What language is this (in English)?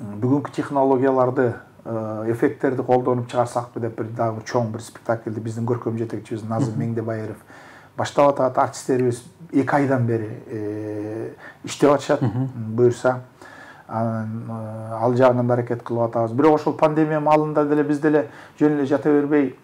Kyrgyz